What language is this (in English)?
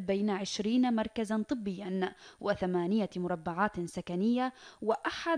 Arabic